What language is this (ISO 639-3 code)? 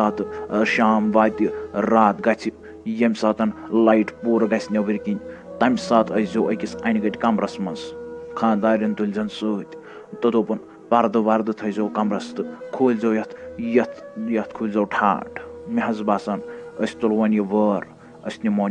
kas